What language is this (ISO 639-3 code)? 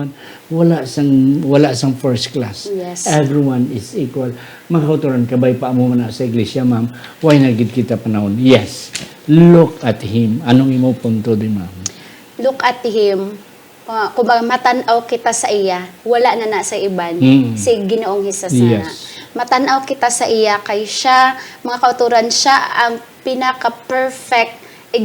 hil